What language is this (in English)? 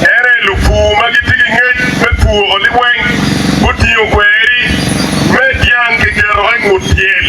Acoli